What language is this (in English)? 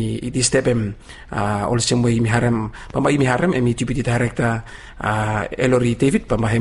Bislama